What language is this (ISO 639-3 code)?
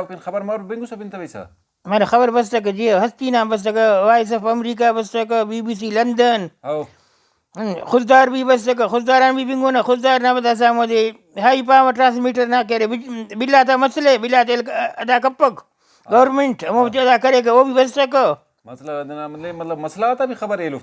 brh